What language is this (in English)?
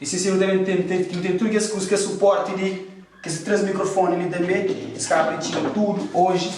Kabuverdianu